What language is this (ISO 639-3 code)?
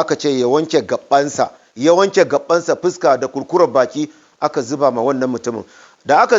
hau